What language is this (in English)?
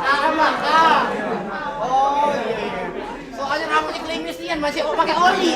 Musi